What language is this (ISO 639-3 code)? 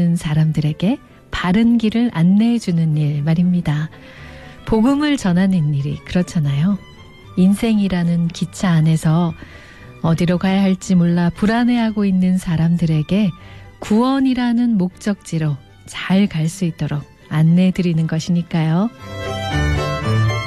kor